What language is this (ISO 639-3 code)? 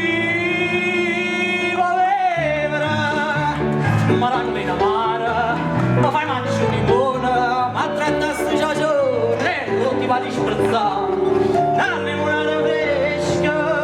nap